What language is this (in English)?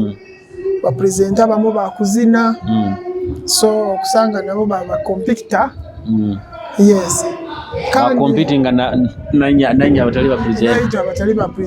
Nyoro